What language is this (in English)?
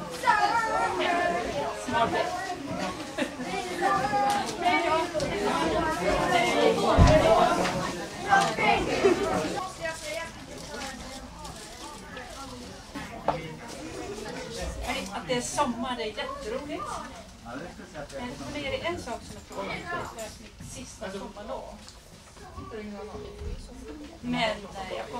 Swedish